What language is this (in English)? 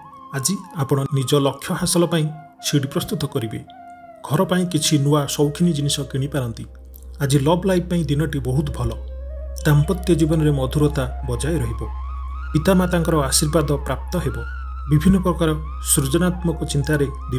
Odia